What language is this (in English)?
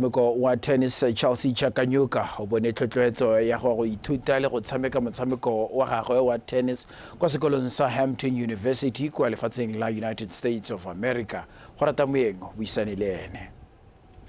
Tswana